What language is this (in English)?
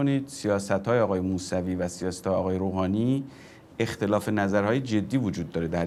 Persian